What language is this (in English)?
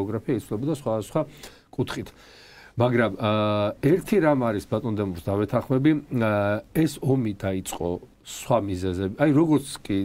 Georgian